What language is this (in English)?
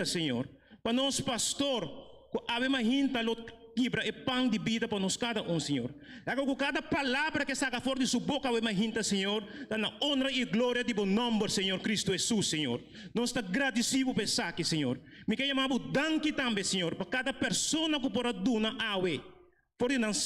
Papiamento